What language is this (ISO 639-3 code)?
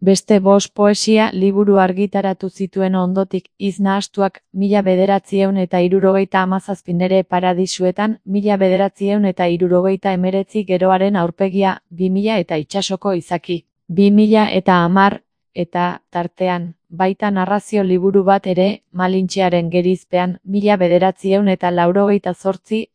eus